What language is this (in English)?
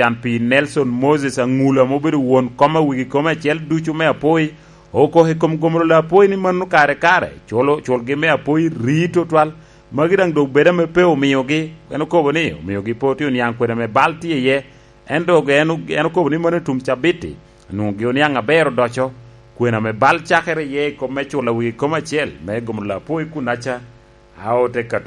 Lango (Uganda)